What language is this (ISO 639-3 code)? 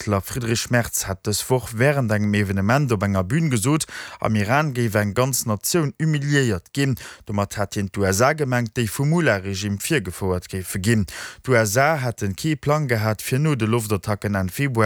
ltz